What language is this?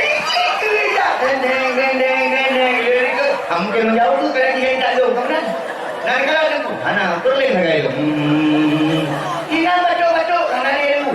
Achinese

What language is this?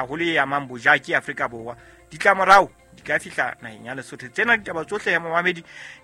Southern Sotho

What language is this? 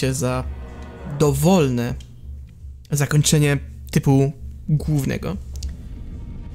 Polish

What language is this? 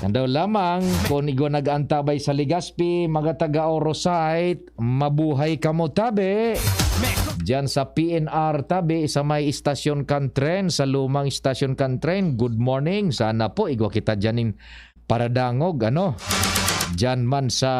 Bikol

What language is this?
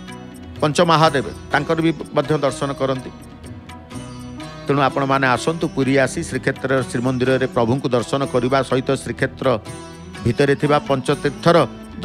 Odia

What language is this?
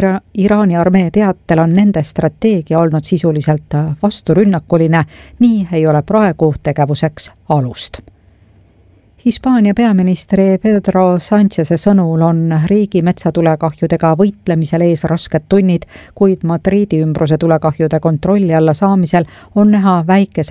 Estonian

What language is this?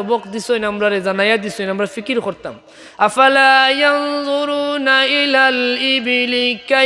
Sylheti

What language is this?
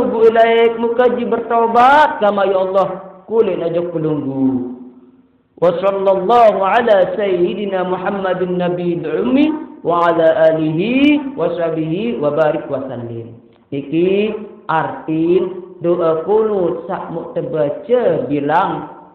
Sasak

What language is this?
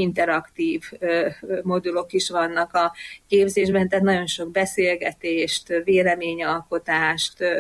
Hungarian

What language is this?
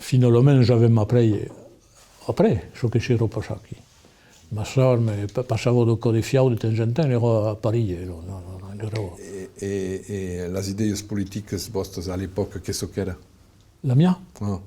Occitan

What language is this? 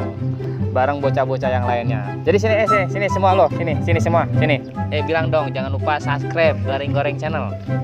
Betawi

